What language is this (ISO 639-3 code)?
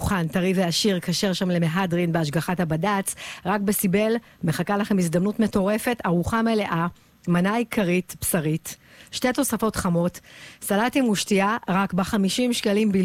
heb